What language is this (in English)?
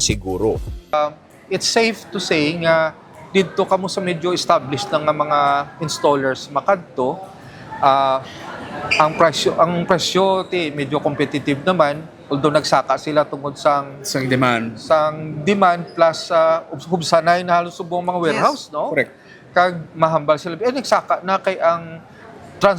Hiligaynon